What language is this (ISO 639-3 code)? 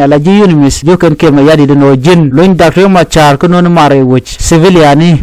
nus